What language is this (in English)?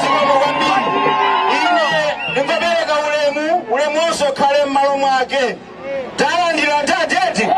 Nyanja